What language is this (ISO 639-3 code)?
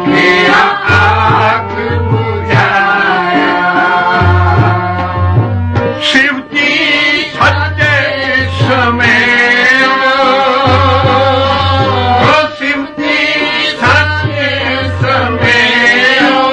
pan